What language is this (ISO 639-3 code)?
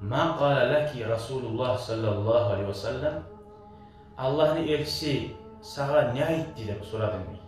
kum